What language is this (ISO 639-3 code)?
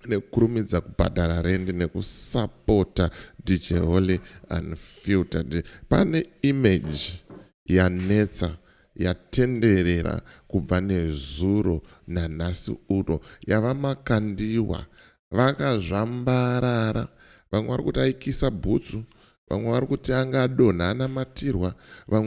sna